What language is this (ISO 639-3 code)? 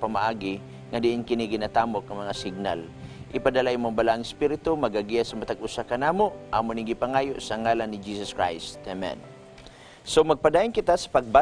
ceb